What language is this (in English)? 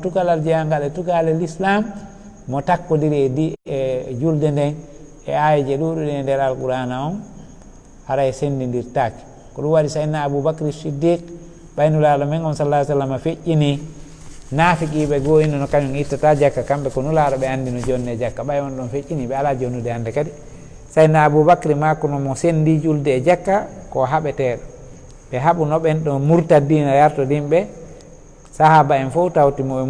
Fula